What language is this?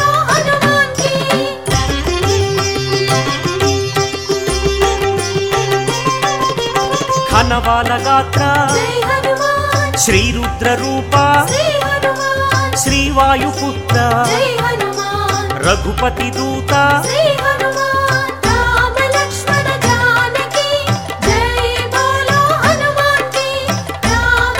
Telugu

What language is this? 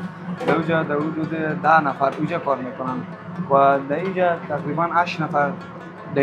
Persian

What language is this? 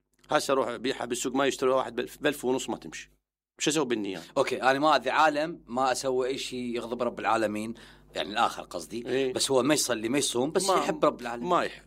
Mesopotamian Arabic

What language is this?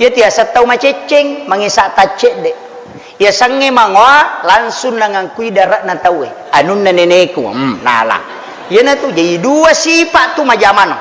Buginese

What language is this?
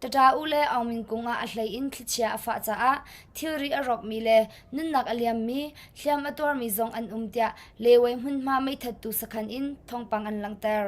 Hakha Chin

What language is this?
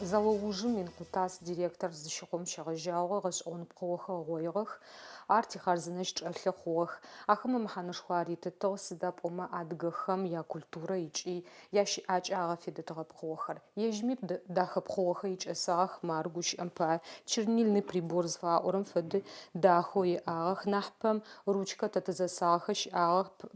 Adyghe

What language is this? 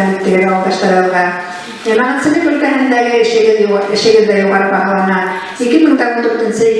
Bashkir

